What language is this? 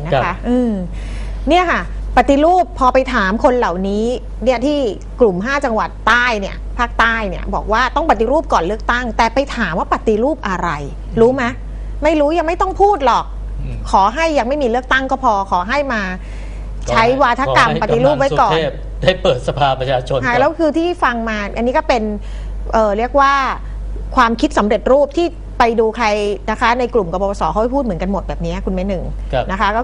Thai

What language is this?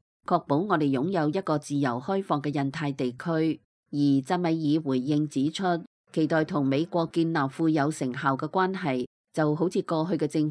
Cantonese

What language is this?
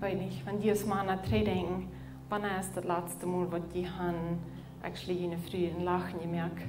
Plautdietsch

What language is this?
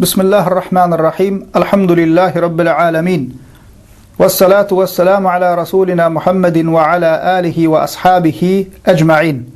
Turkmen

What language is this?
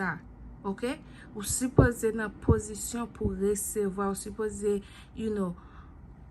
Haitian Creole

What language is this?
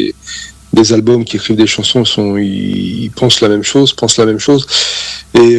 French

